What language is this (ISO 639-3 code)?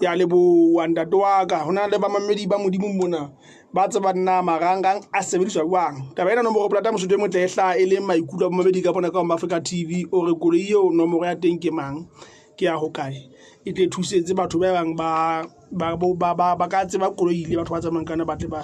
sot